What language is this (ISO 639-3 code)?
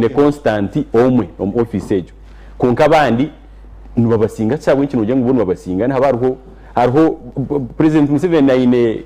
nyn